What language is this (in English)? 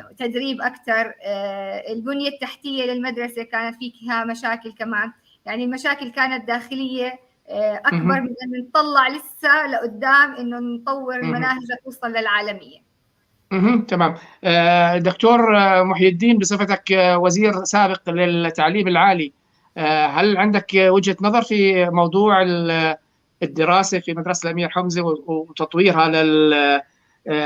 North Levantine Arabic